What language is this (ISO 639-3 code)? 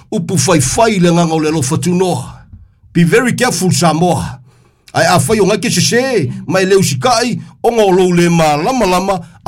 smo